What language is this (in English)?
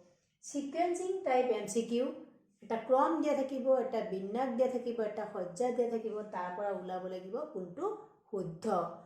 Assamese